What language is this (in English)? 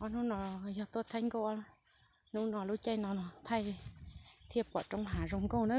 Hmong